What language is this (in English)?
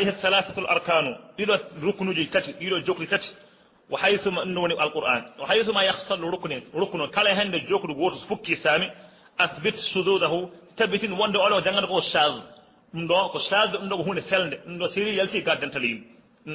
Fula